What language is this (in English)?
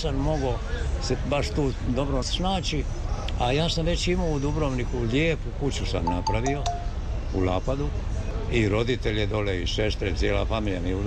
Croatian